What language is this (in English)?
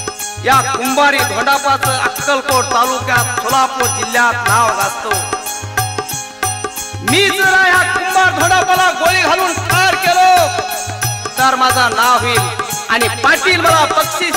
Marathi